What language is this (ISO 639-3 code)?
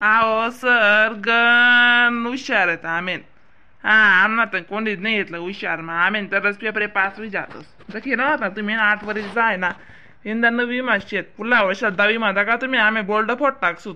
khn